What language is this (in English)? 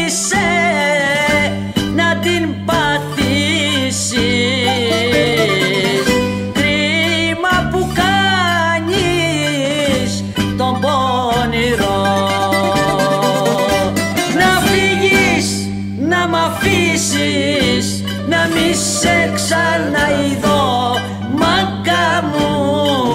Greek